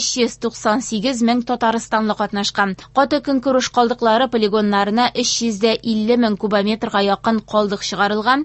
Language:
Tatar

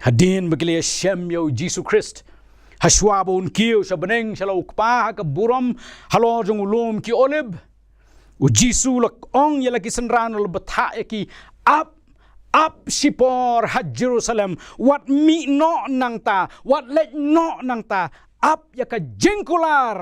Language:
Khasi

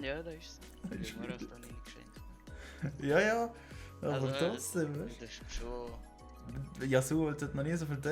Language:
Swiss German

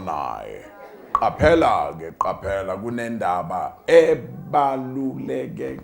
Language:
Zulu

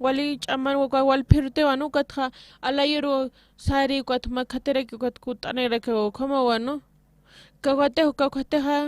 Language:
Aymara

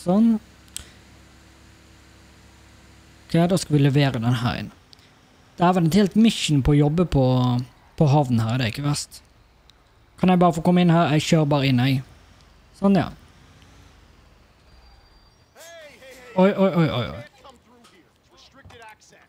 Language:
Norwegian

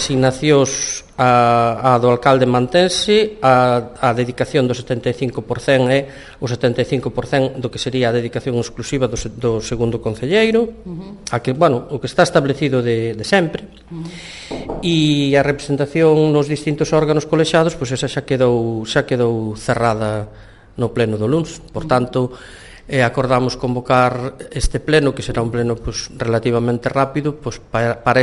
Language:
Galician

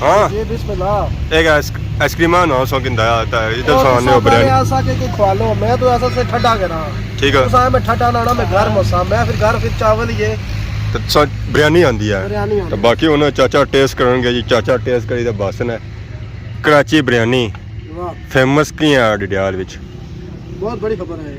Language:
Pahari-Potwari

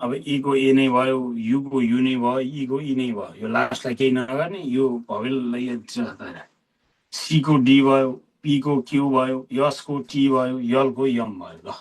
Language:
Nepali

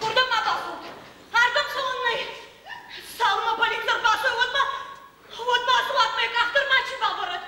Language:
Ossetic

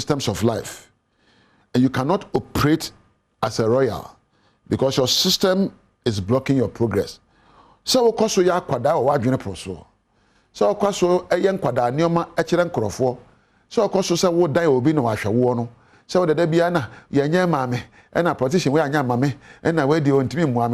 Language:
Akan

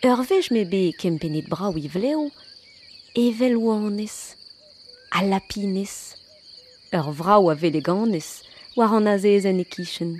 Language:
Breton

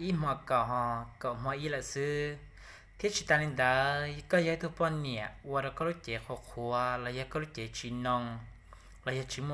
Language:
Hmong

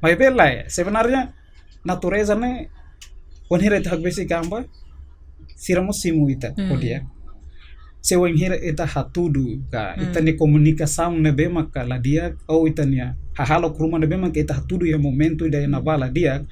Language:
Tetum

